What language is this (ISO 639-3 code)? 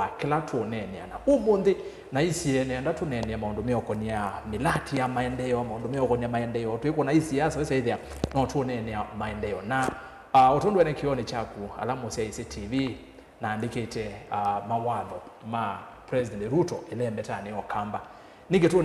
kam